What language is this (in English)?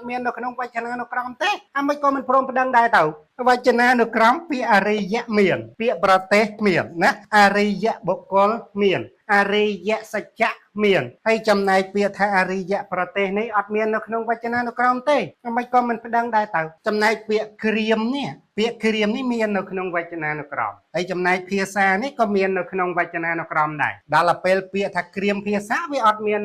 Khmer